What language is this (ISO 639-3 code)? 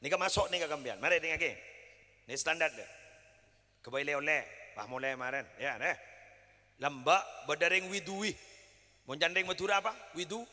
mad